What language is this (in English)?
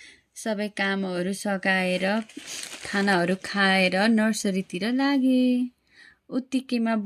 Nepali